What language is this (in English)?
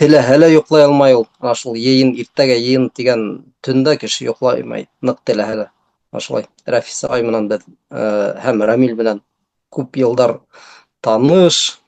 Bashkir